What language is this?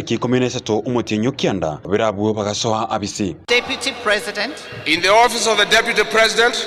Gusii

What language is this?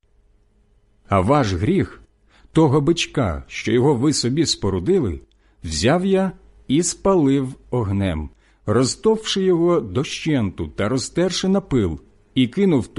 Ukrainian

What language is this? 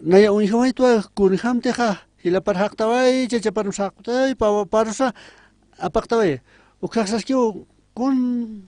Aymara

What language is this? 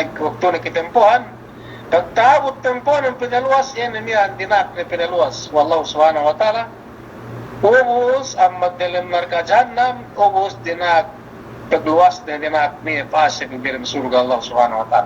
Yakan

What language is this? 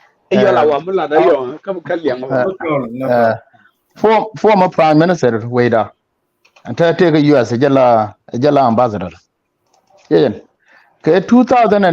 Nuer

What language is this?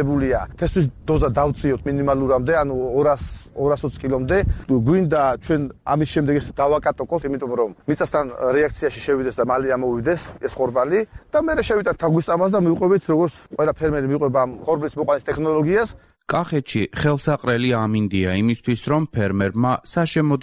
Georgian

